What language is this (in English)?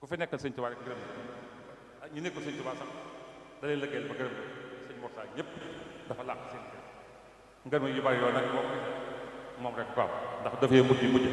Wolof